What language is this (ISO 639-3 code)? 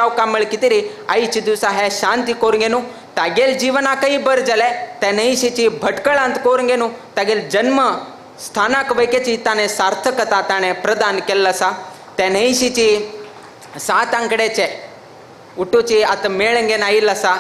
kok